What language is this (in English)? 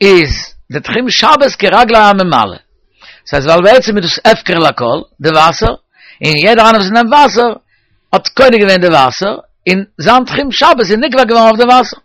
Yiddish